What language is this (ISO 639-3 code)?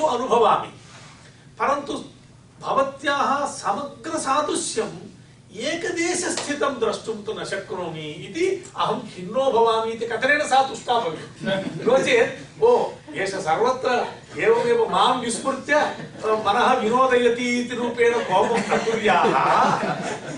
san